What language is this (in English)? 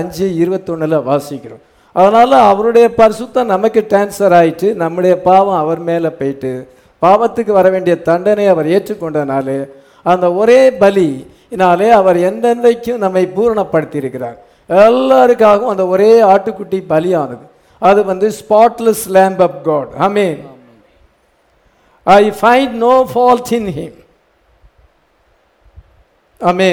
Tamil